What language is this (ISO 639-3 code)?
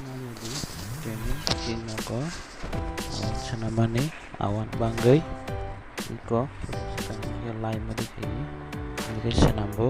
trp